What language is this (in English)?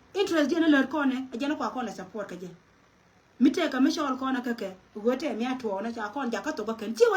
Nuer